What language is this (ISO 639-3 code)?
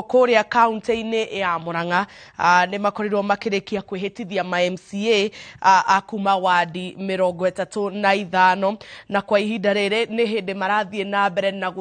kik